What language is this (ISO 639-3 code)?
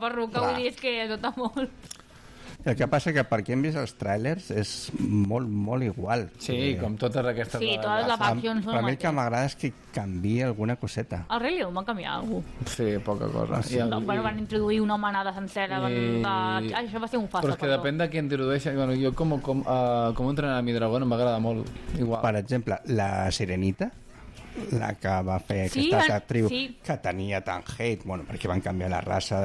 cat